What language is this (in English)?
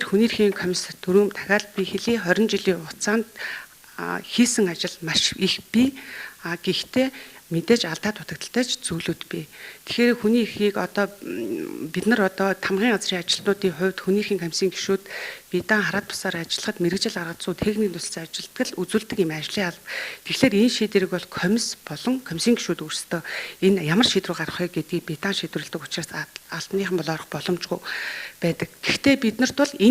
Mongolian